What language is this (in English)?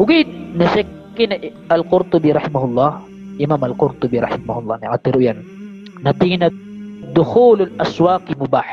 Maranao